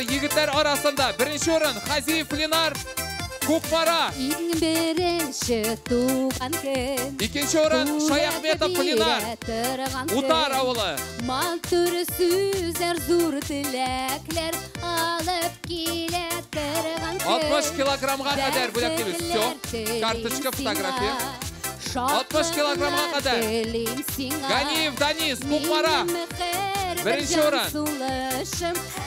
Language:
Tatar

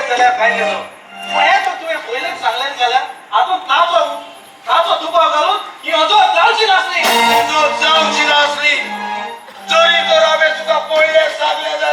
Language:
Konkani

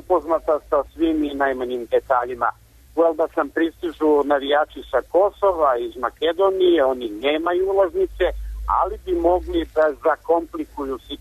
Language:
Serbian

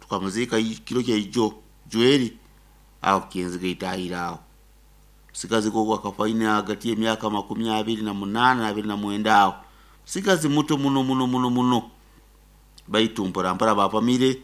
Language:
Nyoro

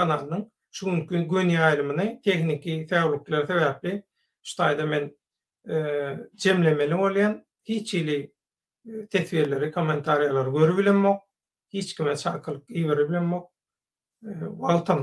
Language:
Turkmen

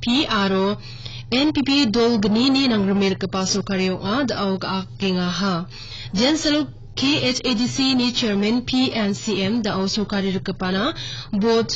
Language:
Garo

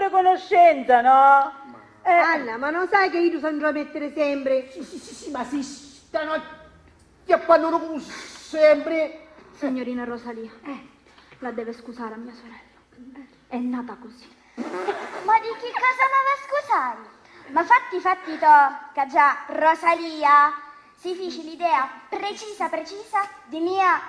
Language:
Sicilian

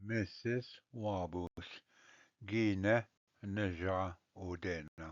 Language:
Ojibwa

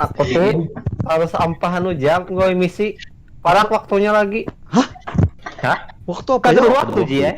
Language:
Banjar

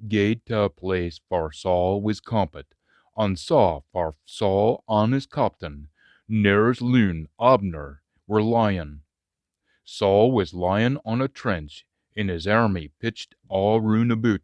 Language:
Scots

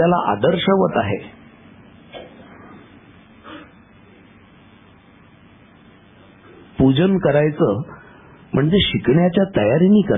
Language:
Marathi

